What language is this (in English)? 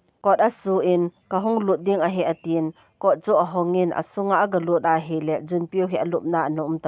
Thado Chin